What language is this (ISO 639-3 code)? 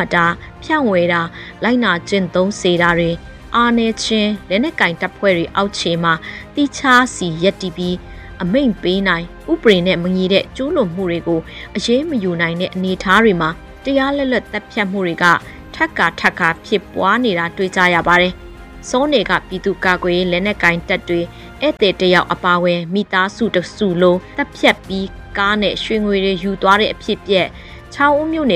mya